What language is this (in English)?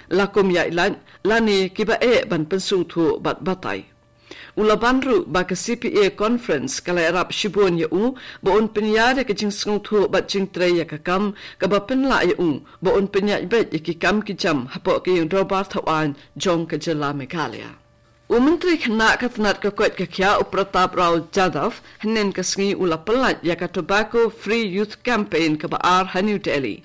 Khasi